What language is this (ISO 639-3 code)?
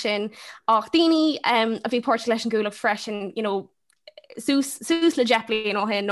gle